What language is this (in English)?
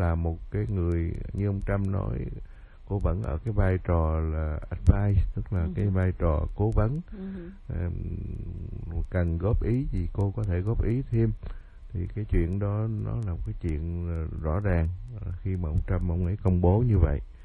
Vietnamese